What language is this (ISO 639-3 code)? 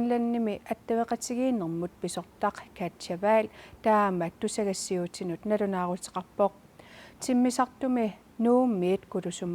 kal